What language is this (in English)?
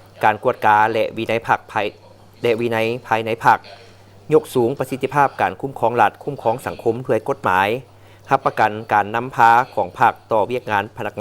Lao